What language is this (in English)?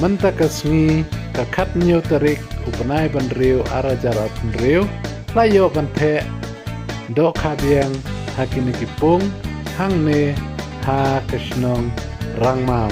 Khasi